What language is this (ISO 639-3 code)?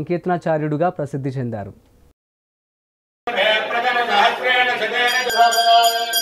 tel